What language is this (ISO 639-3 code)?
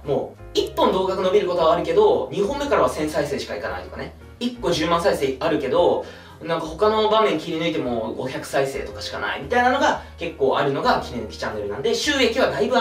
jpn